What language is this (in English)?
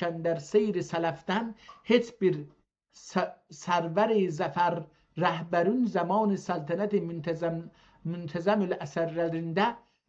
South Azerbaijani